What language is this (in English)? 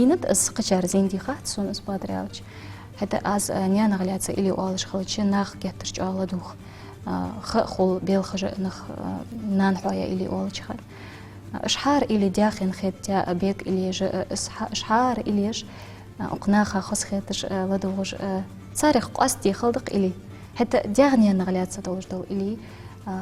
Ingush